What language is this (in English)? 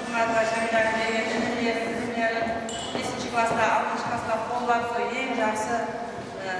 Kara-Kalpak